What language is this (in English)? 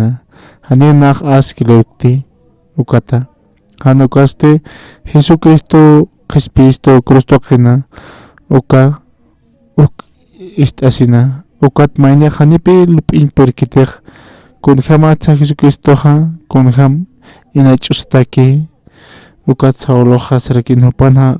Aymara